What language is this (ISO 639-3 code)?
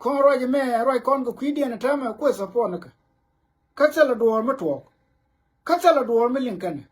nus